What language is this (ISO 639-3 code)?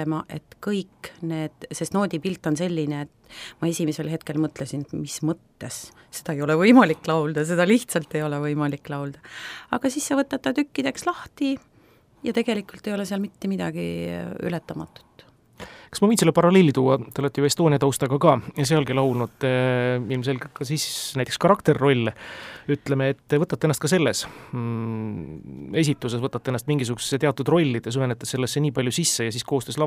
est